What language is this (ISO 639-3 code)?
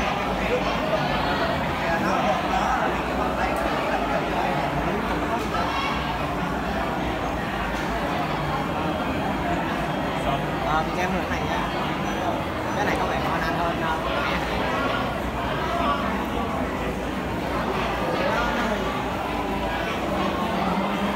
vie